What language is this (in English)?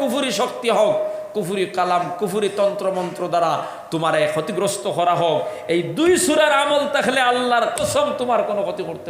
Sylheti